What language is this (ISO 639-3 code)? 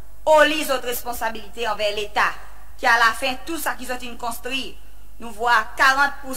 crs